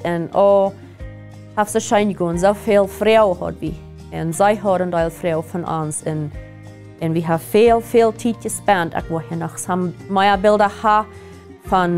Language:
Plautdietsch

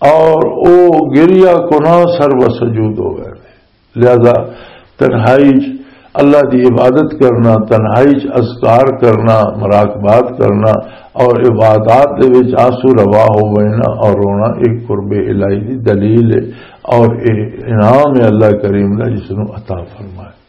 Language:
Western Panjabi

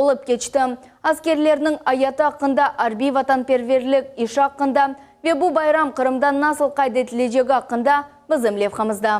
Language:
Crimean Tatar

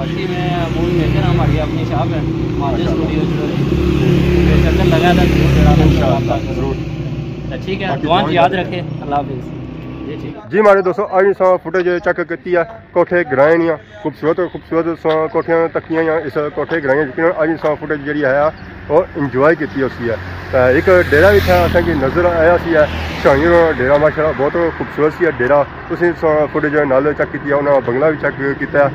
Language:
Pahari-Potwari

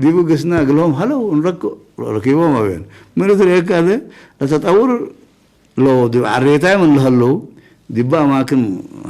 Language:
Tigre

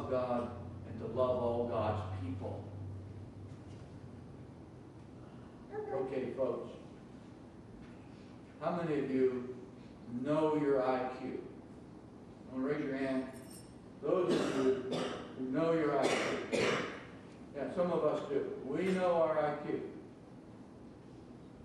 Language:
English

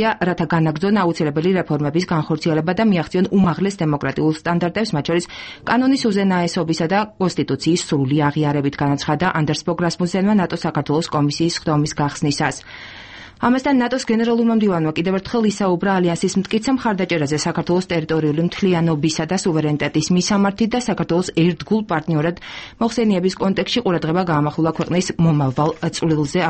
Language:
Georgian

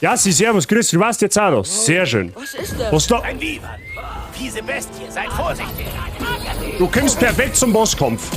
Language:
Bavarian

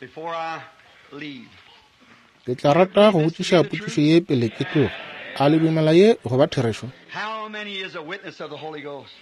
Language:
Northern Sotho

